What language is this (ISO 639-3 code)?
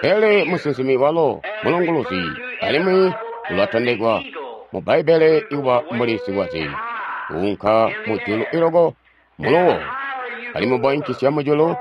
toi